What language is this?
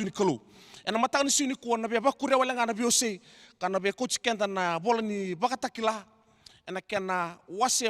Fijian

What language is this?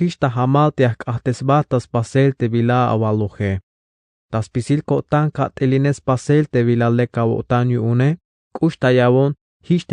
Tzeltal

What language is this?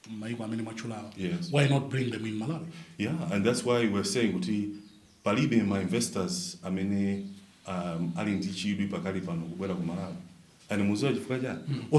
Nyanja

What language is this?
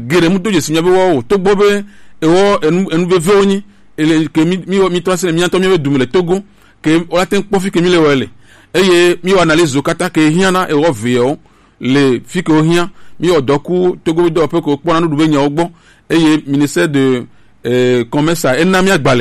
Gen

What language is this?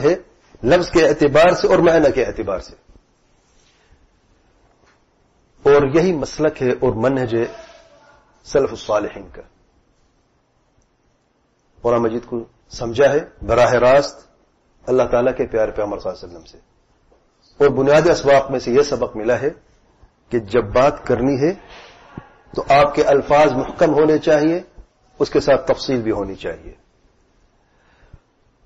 Urdu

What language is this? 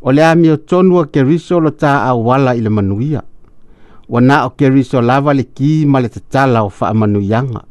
Samoan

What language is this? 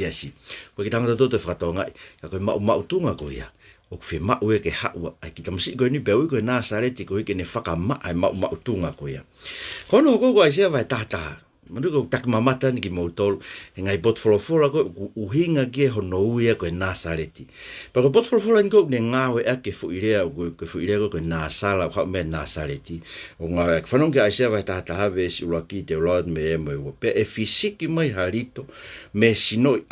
Tongan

